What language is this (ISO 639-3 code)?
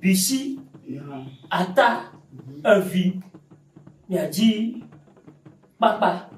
ewe